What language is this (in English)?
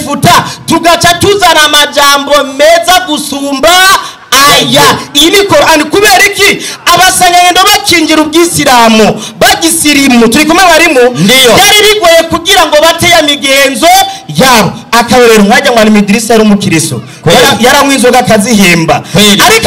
Rundi